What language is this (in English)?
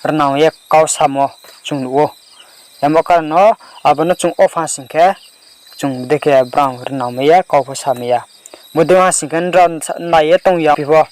Riang (India)